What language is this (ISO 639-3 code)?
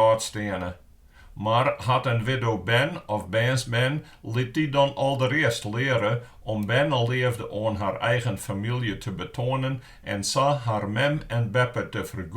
fry